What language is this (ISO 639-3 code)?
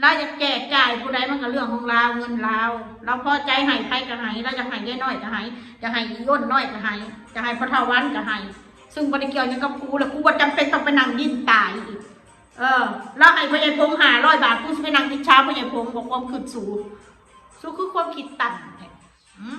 tts